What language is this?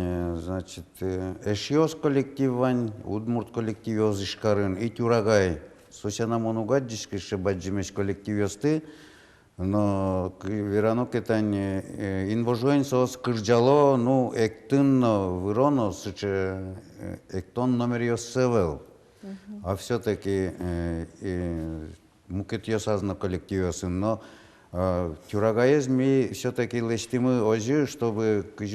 Udmurt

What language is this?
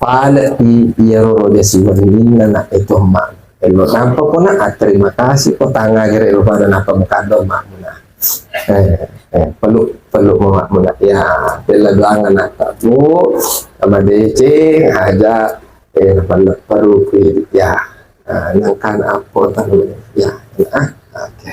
Buginese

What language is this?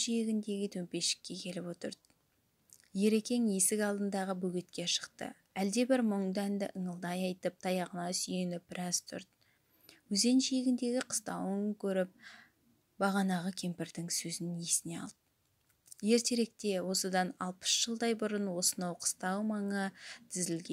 Kazakh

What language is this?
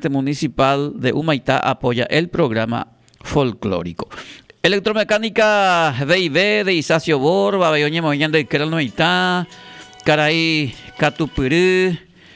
Guarani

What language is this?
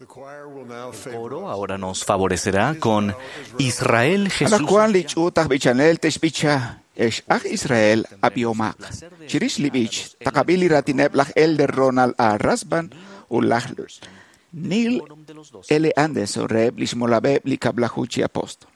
Kekchí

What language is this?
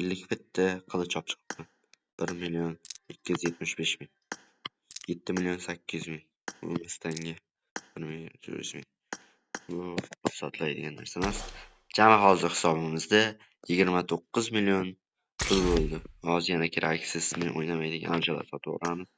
Uzbek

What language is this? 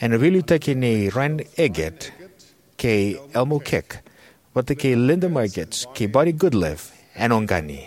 Fijian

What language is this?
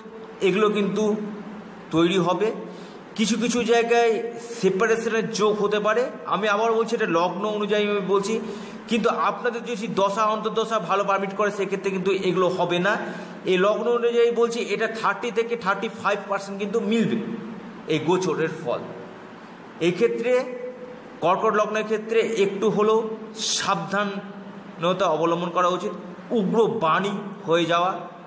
Bangla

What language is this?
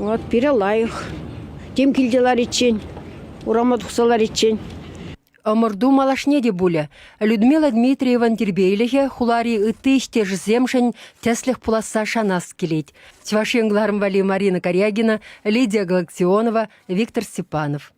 Chuvash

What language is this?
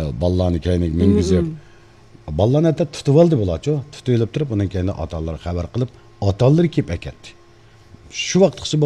Uyghur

